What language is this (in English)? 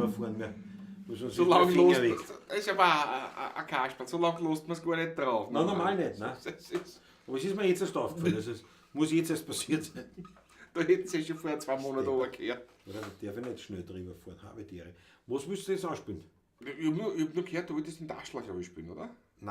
Bavarian